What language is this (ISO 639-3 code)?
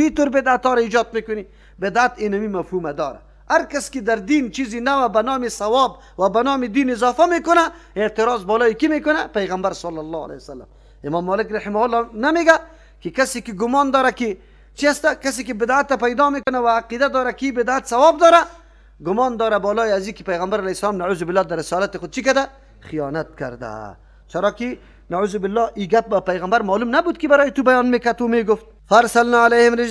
fas